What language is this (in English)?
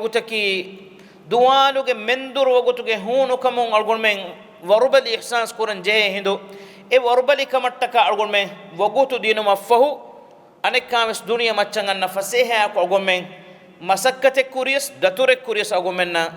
Divehi